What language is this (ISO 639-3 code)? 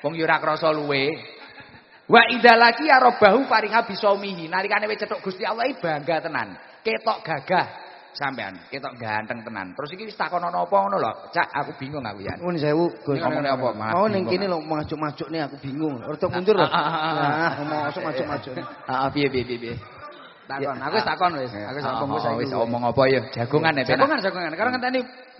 jav